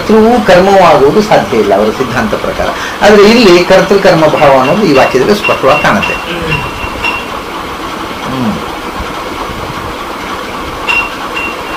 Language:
Kannada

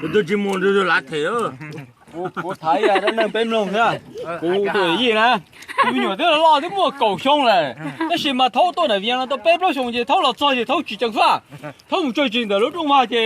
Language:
Hmong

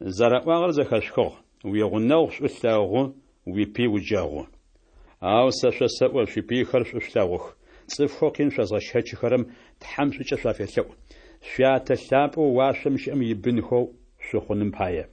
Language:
Kabardian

